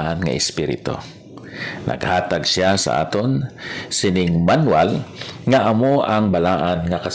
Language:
Hiligaynon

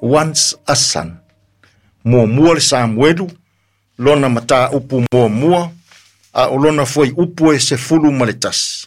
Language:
Samoan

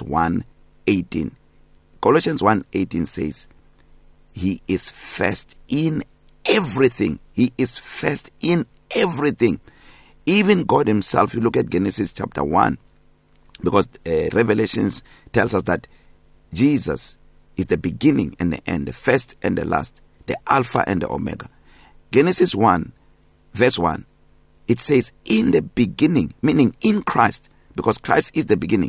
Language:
English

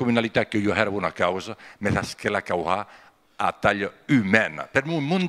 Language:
Occitan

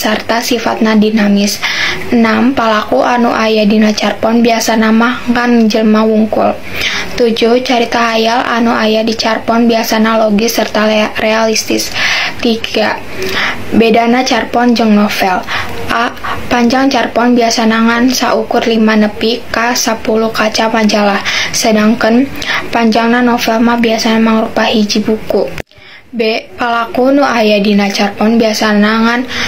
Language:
Sundanese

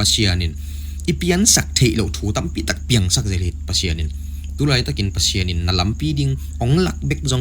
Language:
Tedim Chin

